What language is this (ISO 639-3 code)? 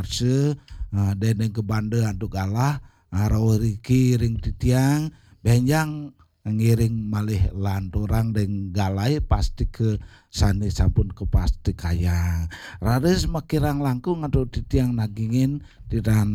ban